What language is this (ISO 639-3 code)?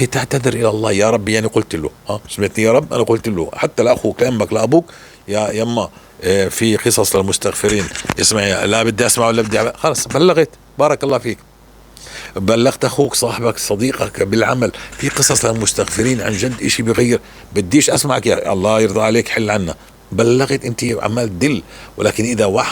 apc